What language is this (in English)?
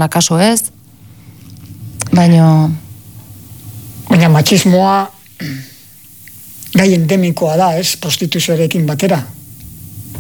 Basque